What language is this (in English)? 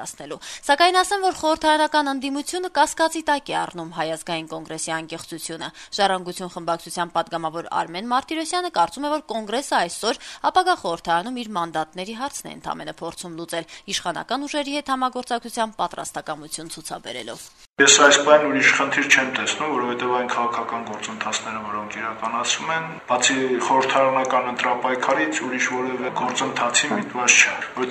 Armenian